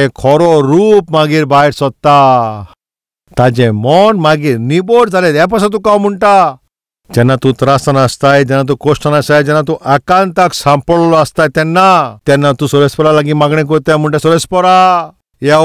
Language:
Konkani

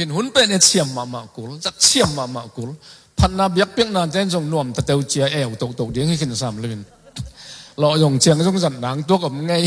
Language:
Tedim Chin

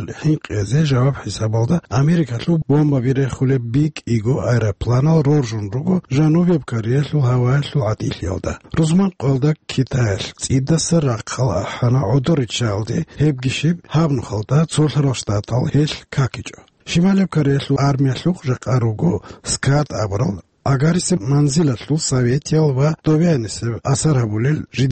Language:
Avaric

